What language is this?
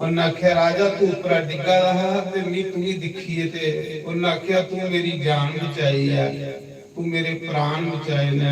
Dogri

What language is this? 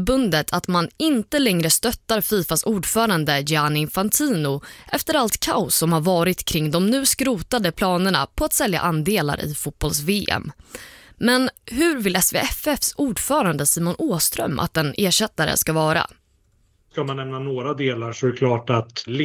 Swedish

